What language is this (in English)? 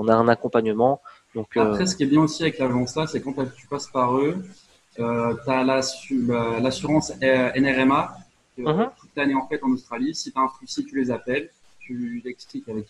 French